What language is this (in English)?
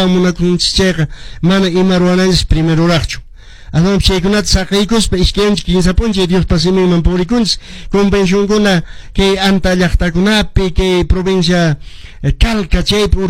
Quechua